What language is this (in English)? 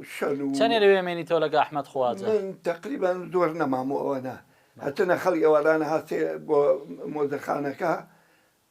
Central Kurdish